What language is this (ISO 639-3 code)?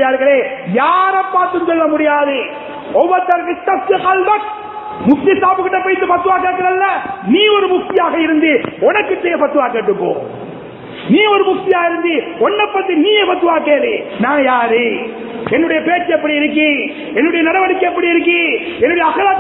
tam